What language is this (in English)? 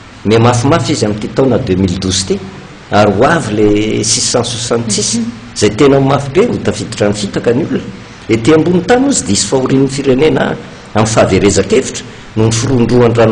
Malagasy